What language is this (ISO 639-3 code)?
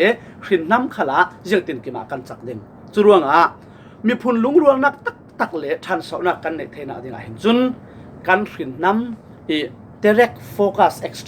cfm